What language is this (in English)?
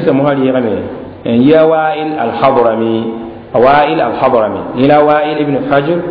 Mossi